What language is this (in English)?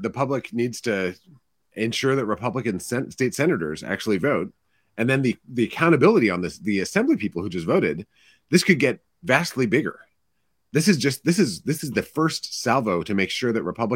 English